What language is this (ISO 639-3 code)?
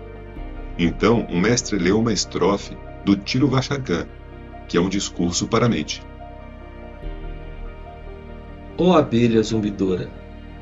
por